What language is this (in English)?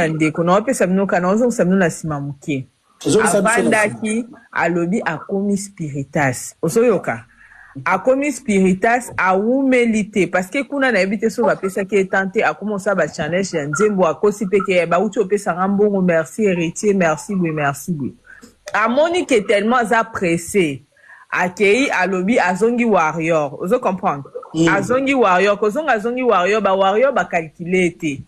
Lingala